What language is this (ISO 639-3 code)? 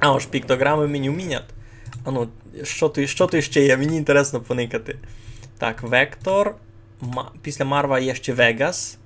rue